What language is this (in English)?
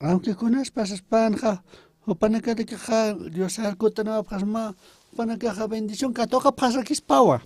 Aymara